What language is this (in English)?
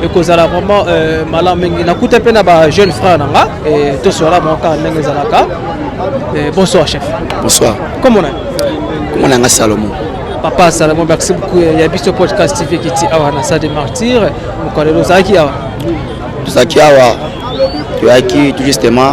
Lingala